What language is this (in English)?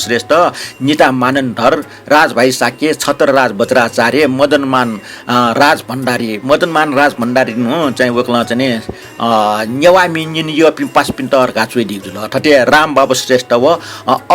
Newari